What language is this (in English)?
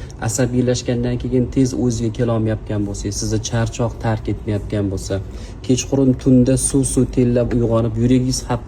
Uzbek